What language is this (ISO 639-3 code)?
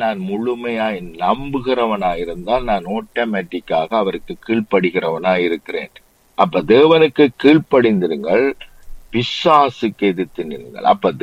tam